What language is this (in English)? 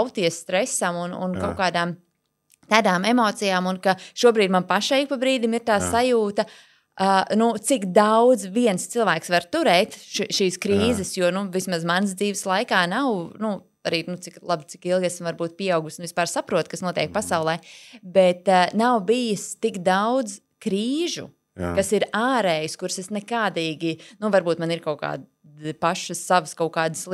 Latvian